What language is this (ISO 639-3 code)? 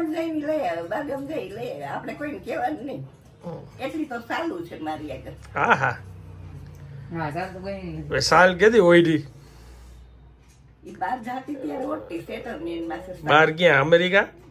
guj